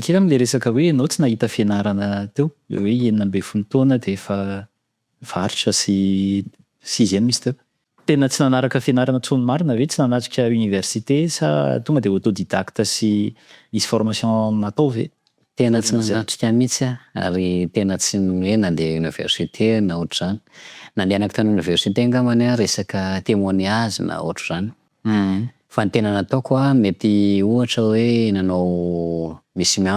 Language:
Malagasy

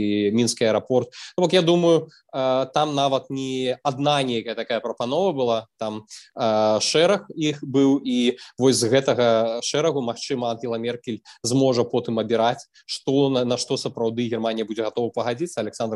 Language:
Belarusian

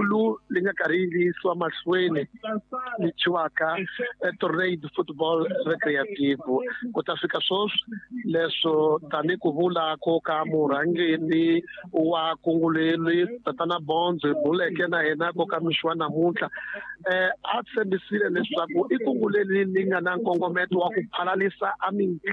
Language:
Tsonga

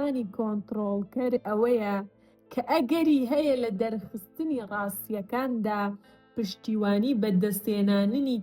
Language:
Central Kurdish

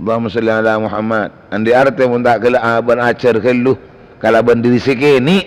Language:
Madurese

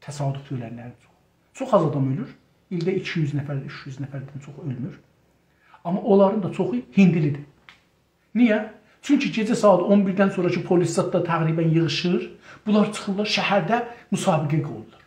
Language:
South Azerbaijani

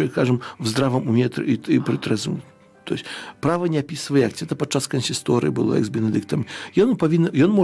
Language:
Belarusian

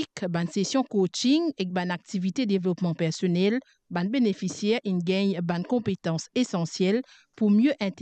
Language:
Morisyen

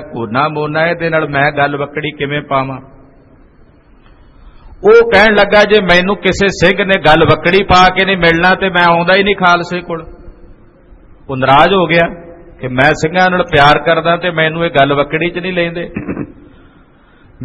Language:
Punjabi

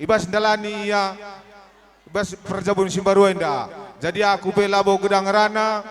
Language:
Batak Karo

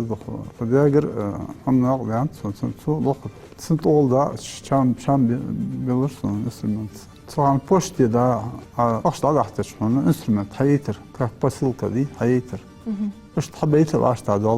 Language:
Ingush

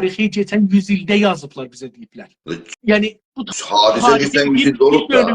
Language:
South Azerbaijani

